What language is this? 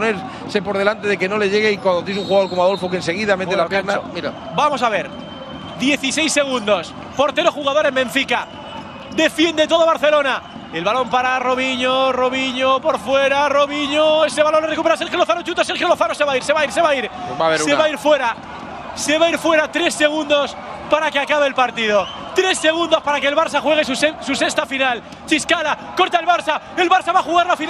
Spanish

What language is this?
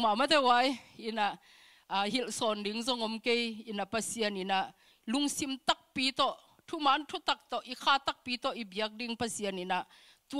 Tedim Chin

